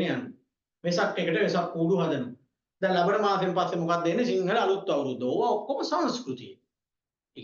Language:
Sinhala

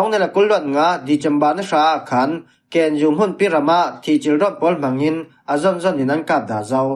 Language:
Falam Chin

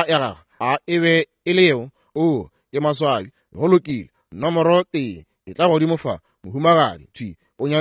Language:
Northern Sotho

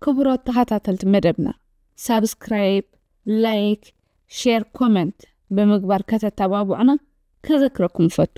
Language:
Tigrinya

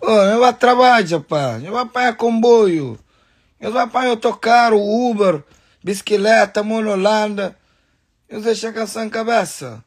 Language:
Kabuverdianu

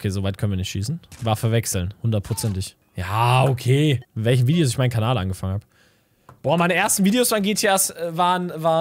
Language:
German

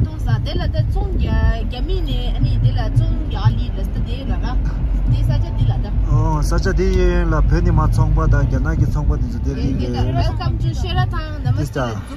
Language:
Tibetan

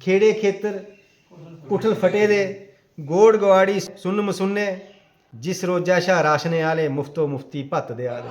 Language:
Dogri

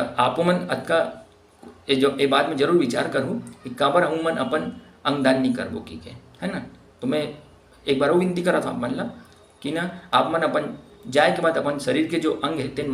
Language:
Chhattisgarhi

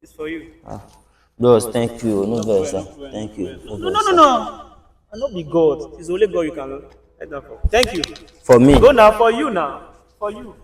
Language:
Nigerian Pidgin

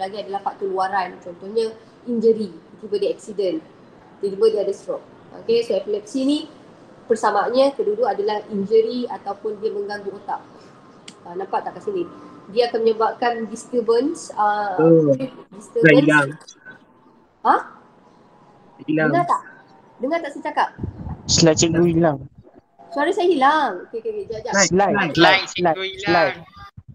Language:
Malay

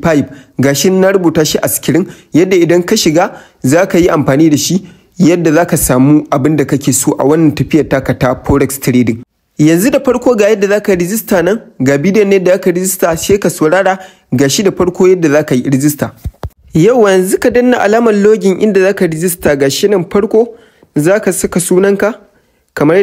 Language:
Hausa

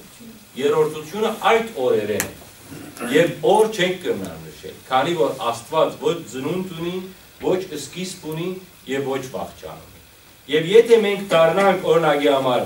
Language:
Western Armenian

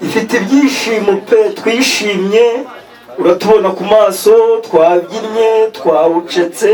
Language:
Kinyarwanda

